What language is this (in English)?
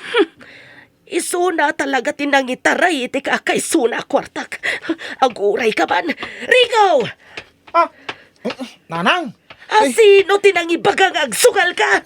Iloko